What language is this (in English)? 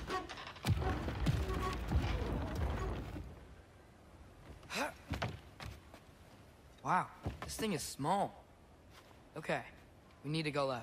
English